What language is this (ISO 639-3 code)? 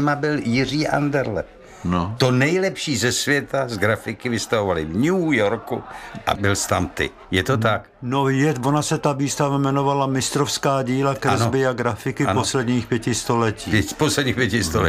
ces